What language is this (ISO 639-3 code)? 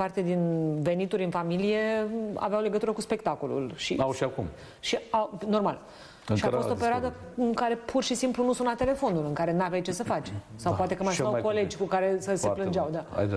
ron